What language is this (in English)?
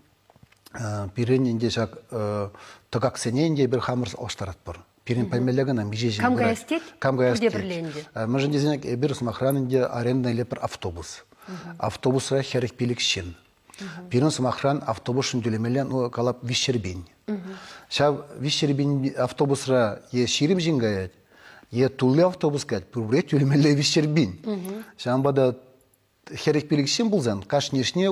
Chuvash